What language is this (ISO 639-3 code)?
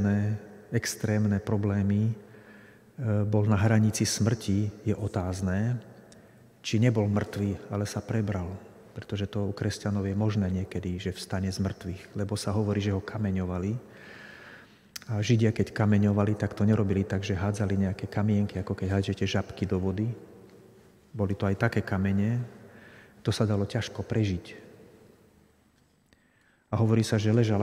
slk